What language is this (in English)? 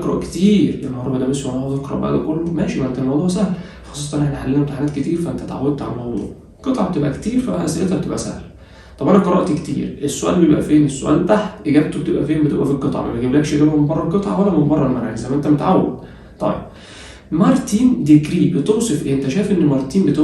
Egyptian Arabic